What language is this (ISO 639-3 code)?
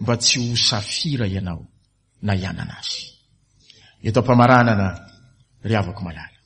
mlg